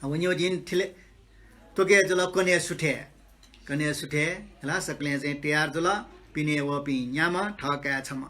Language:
Newari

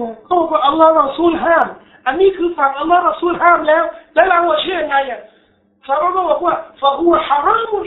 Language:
Thai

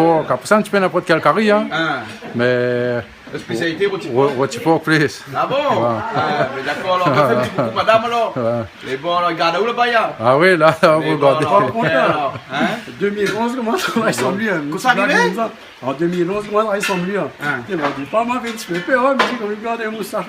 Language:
Réunion Creole French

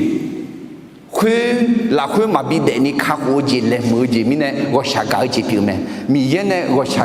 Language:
Akha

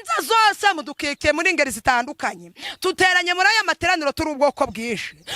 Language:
Kinyarwanda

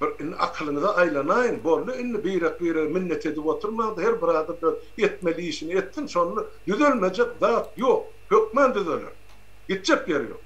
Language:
Turkmen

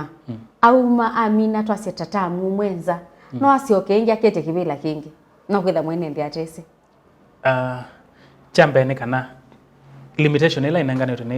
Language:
Kamba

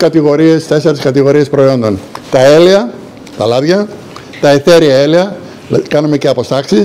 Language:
Greek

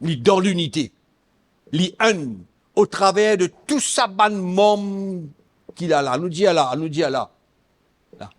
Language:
Morisyen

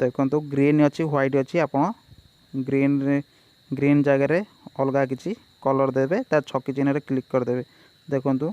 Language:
Odia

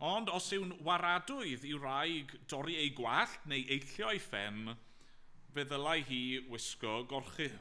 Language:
Welsh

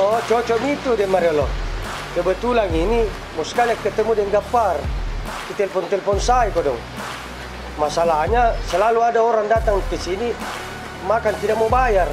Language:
Makassar Malay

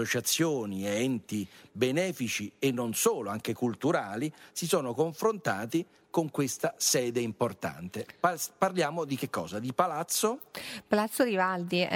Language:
Italian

